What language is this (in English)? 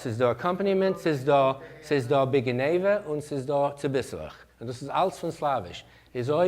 Yiddish